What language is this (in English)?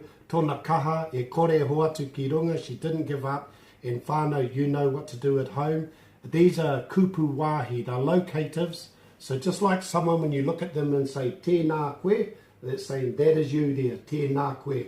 Māori